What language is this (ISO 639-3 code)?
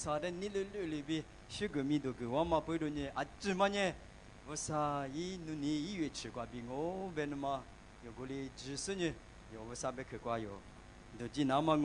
lis